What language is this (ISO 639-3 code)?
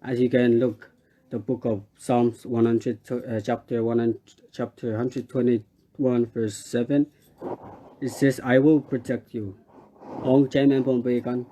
pon